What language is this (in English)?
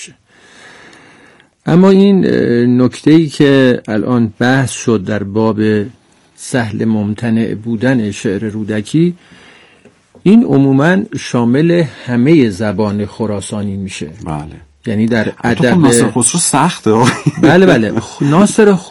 Persian